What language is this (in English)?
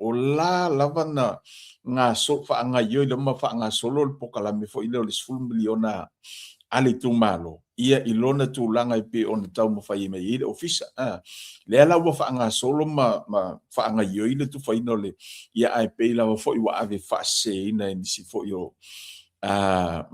Samoan